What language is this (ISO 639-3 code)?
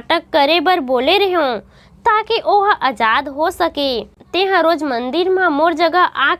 hne